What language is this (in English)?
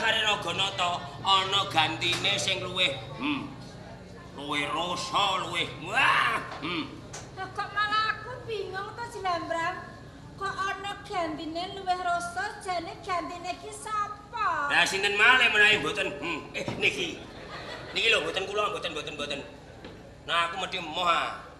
Javanese